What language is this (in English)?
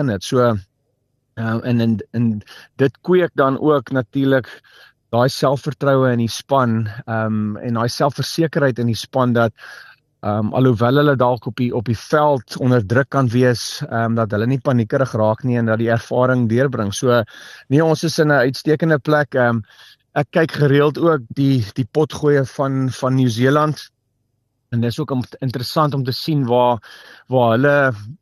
Afrikaans